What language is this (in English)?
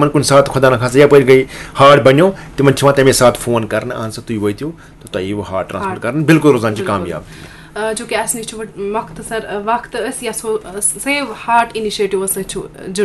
Kashmiri